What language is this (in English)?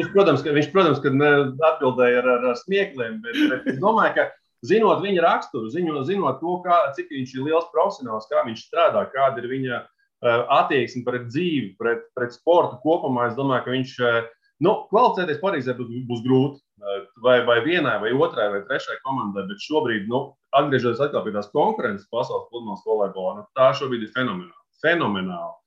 Latvian